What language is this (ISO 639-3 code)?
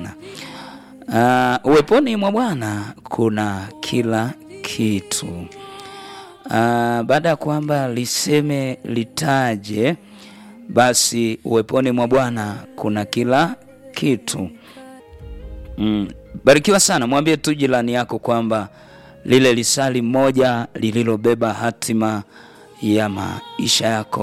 swa